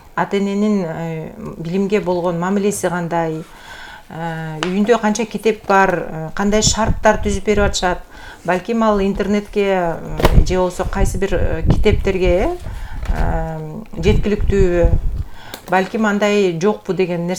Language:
Kyrgyz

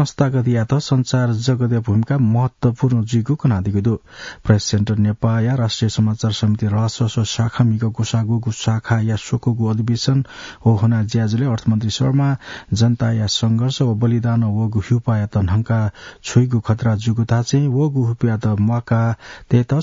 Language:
Newari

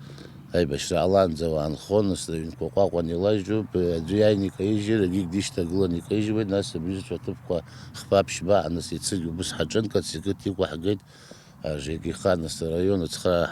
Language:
Abkhazian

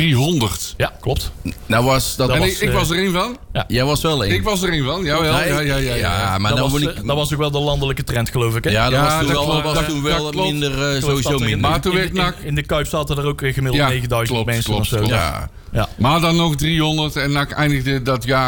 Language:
Dutch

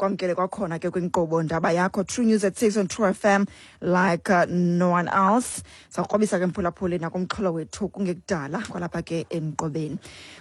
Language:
Xhosa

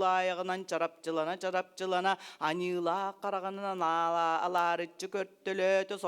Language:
Yakut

